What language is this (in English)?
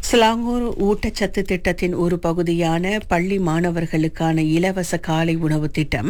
Tamil